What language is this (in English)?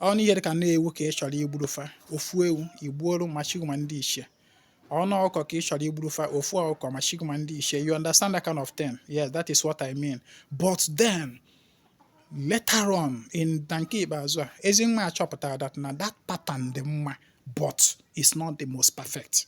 Igbo